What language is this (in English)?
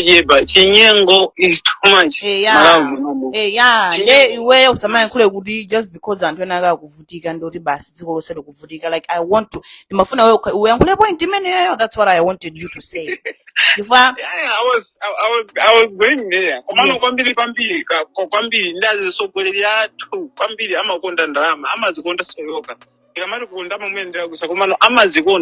Nyanja